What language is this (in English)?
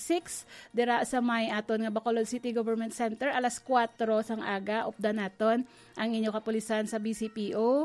Hiligaynon